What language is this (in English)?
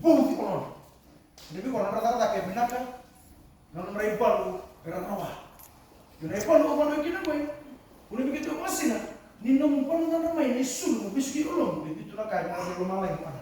Fijian